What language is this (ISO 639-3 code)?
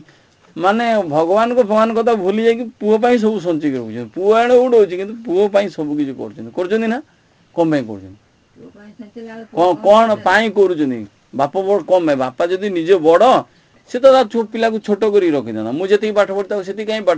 ori